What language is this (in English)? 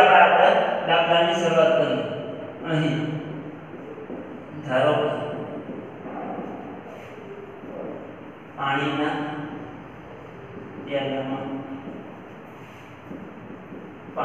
Gujarati